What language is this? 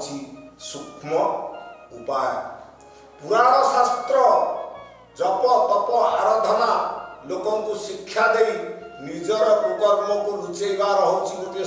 Odia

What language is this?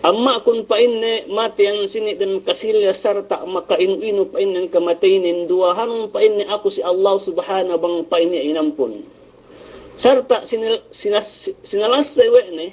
Yakan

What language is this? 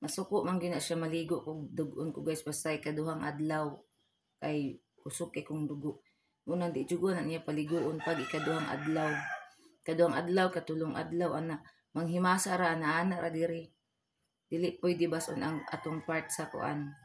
Cebuano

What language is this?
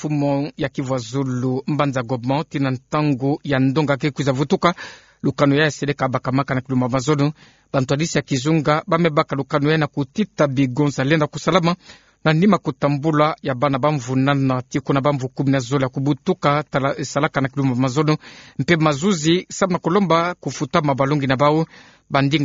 Kituba (Democratic Republic of Congo)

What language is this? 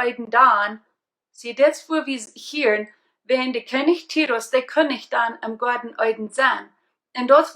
Plautdietsch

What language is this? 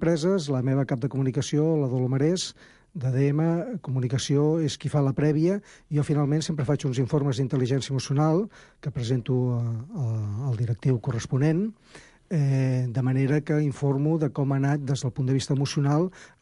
Catalan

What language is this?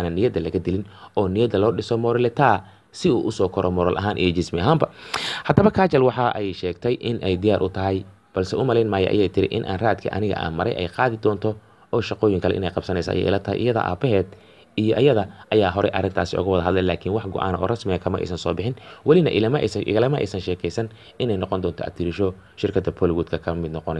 Somali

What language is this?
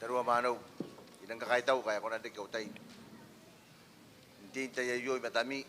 Gilbertese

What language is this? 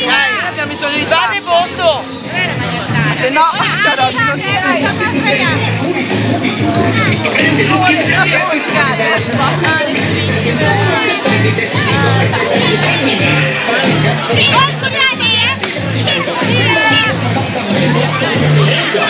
Italian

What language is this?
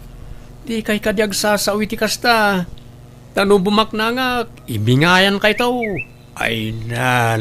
Iloko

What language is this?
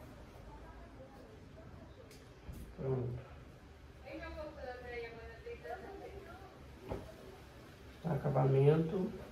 Portuguese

